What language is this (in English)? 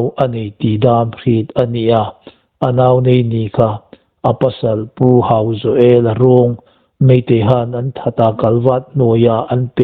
Hmar